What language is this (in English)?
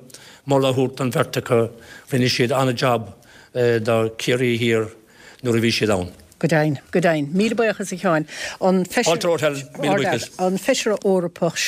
Irish